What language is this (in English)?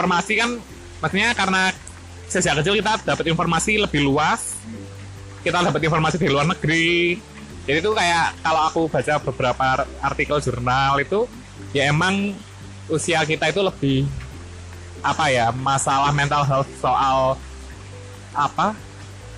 Indonesian